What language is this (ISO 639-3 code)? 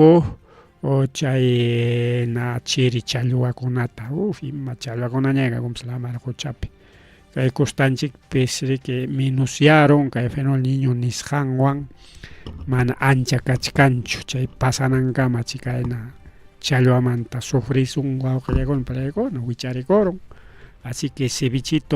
quy